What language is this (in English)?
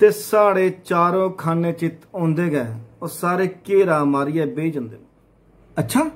Dogri